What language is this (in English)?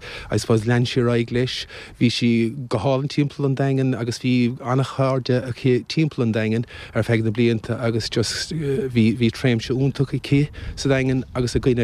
Irish